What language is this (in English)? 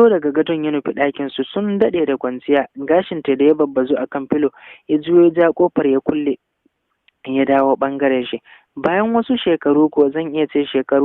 Hausa